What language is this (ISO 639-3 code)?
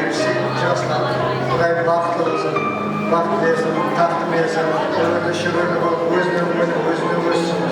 kaa